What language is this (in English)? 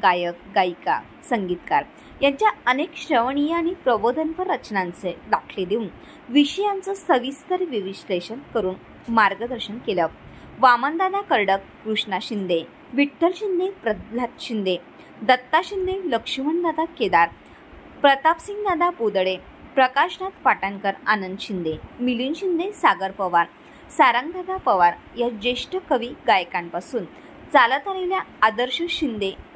Marathi